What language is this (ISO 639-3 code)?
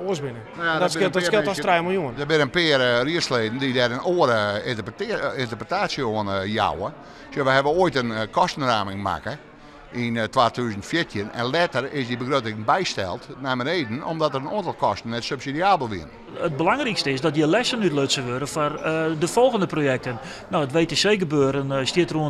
fry